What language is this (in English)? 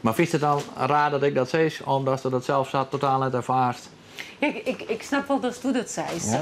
Western Frisian